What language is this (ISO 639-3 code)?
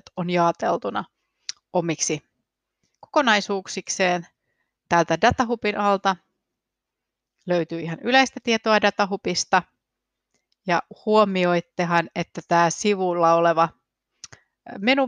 fin